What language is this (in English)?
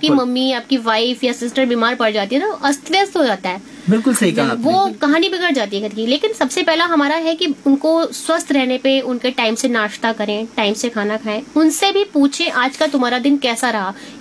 Hindi